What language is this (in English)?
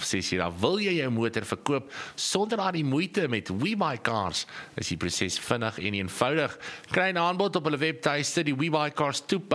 Afrikaans